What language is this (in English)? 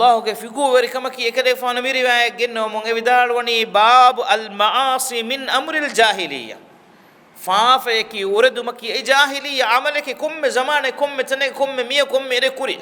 Divehi